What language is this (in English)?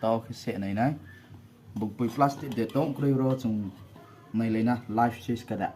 Riang (India)